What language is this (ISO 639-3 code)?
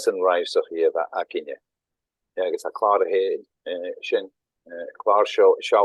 gla